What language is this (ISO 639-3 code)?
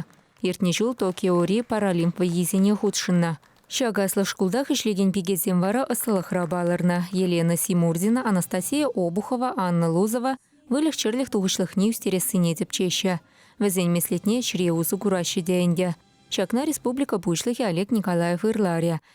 chv